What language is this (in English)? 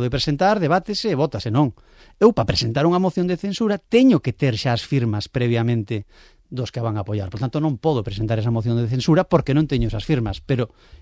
Galician